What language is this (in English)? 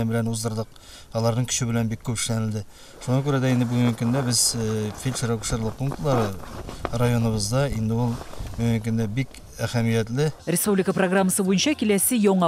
Tatar